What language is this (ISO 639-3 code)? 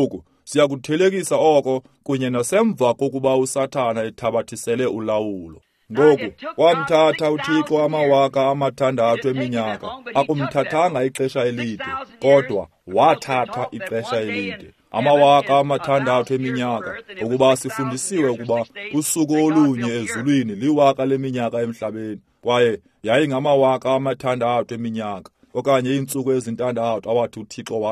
xho